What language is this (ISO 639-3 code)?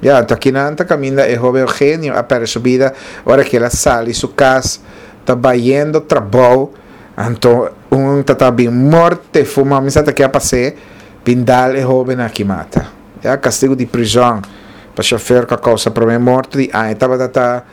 pap